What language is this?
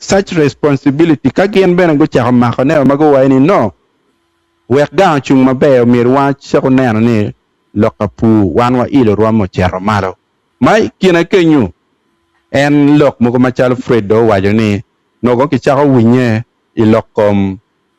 Acoli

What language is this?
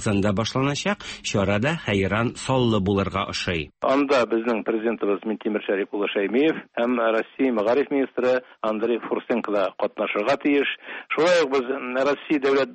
Tatar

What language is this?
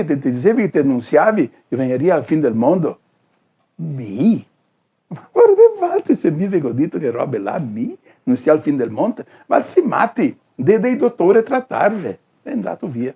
Venetian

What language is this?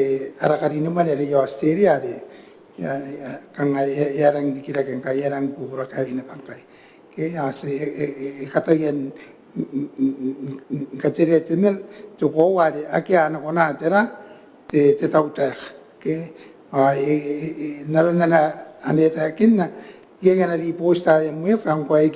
Gilbertese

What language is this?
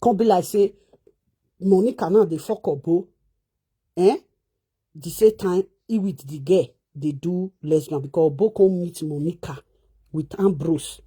Nigerian Pidgin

